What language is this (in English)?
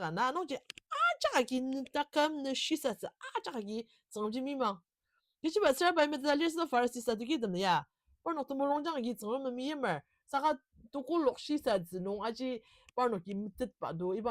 Ao Naga